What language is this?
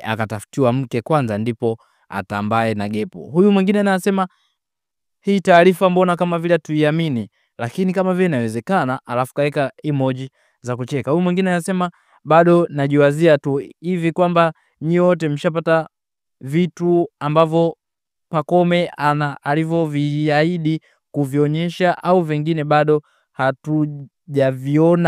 Swahili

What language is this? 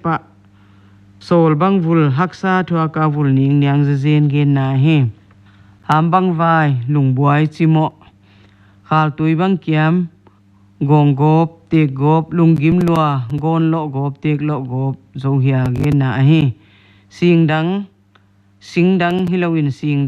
Paite Chin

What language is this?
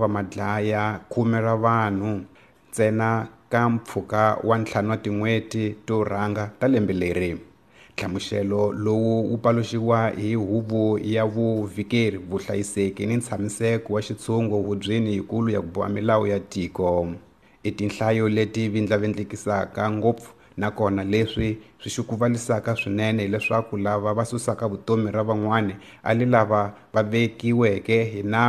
Tsonga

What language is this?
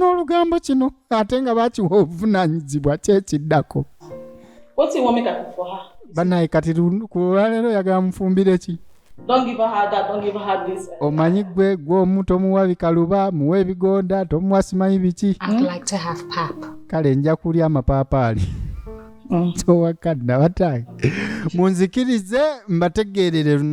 Ganda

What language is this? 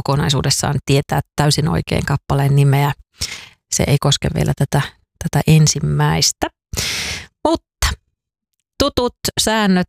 Finnish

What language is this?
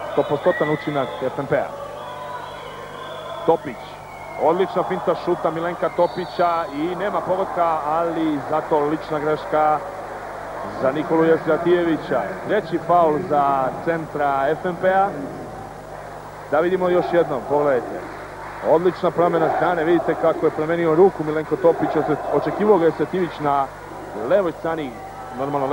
Serbian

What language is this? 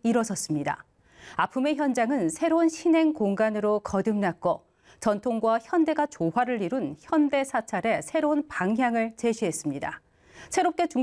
Korean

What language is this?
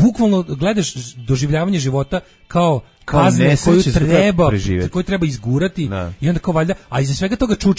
Serbian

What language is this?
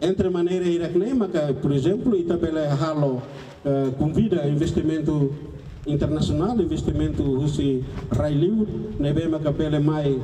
Tetum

